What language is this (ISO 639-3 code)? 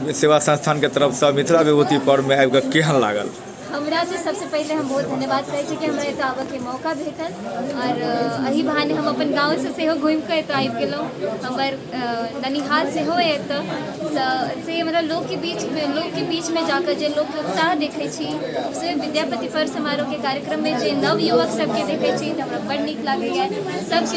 mai